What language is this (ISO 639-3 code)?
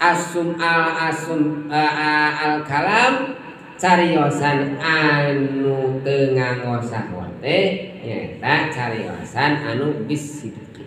sun